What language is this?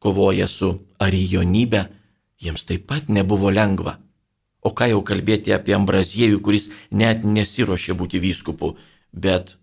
Lithuanian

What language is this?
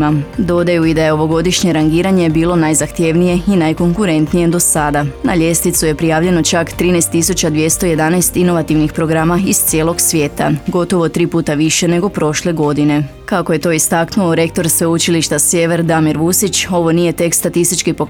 Croatian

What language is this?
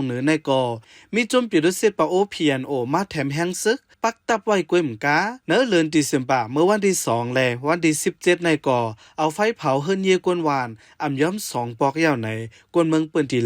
Shan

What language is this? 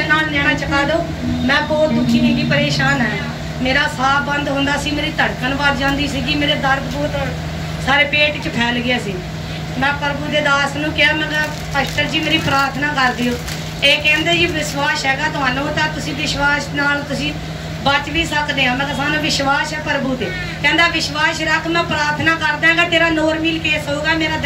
Punjabi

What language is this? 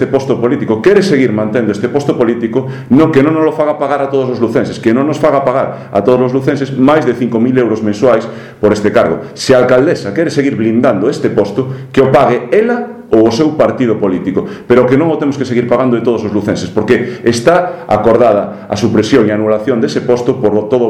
Galician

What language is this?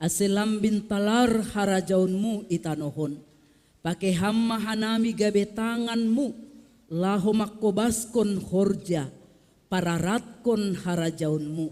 Batak Simalungun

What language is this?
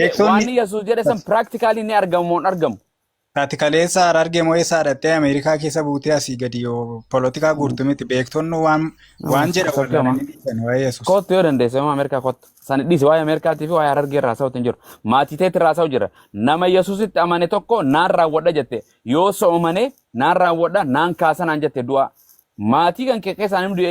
Oromo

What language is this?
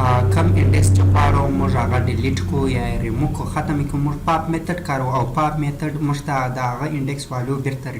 Pashto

